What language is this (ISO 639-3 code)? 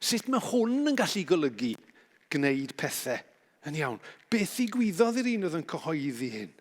cym